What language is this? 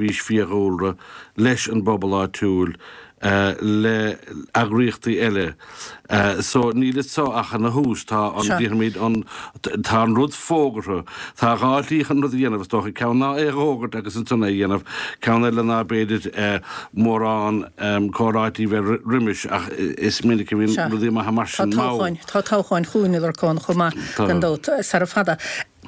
Irish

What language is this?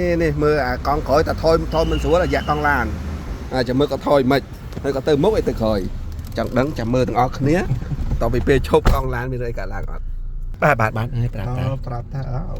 Khmer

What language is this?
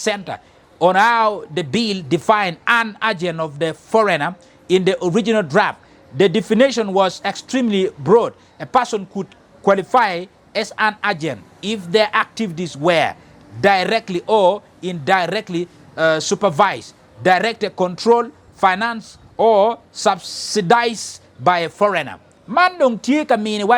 Acoli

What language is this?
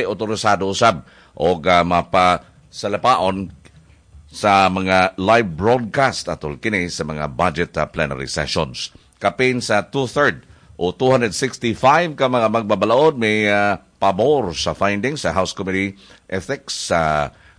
Cebuano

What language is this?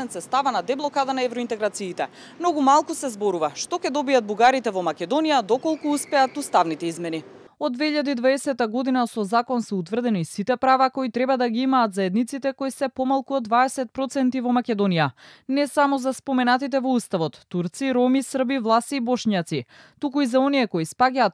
Macedonian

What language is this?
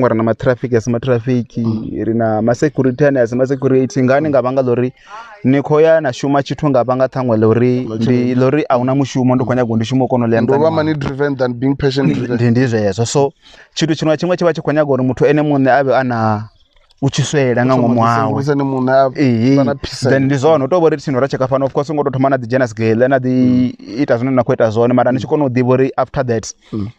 Venda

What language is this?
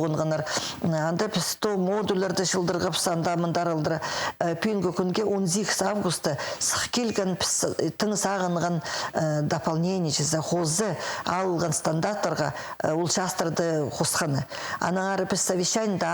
Khakas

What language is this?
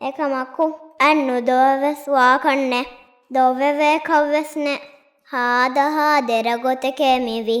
Divehi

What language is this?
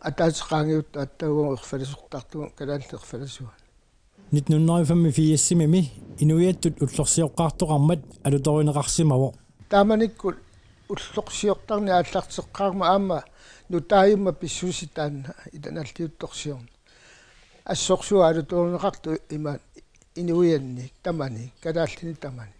Kalaallisut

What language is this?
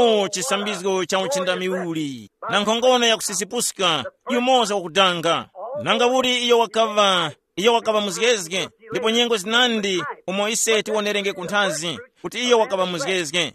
Tumbuka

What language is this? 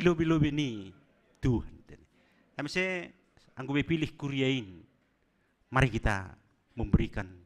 Batak Simalungun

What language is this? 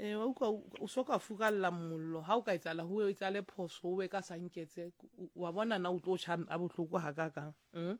Southern Sotho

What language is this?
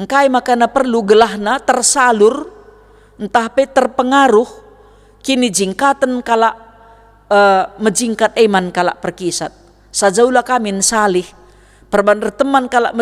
Batak Karo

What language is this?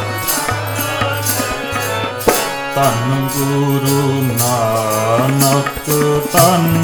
Punjabi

